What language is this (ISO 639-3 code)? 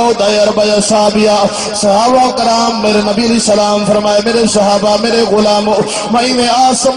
skr